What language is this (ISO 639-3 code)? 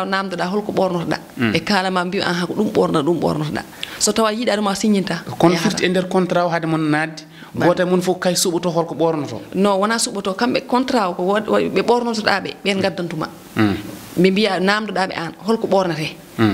ful